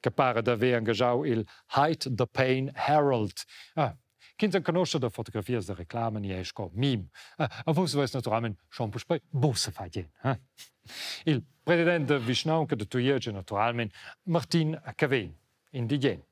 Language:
Romansh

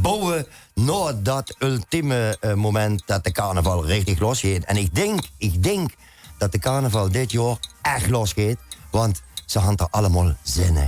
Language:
Limburgish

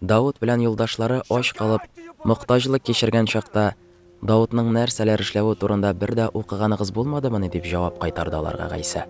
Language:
Tatar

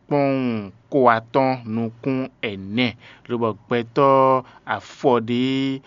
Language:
Fon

